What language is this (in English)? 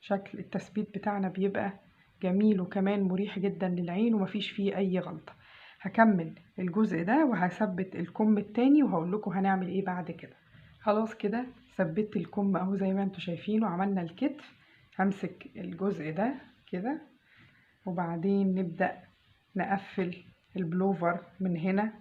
Egyptian Arabic